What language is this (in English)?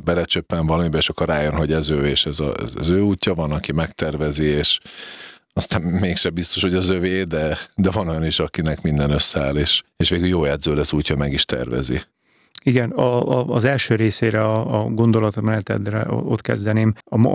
Hungarian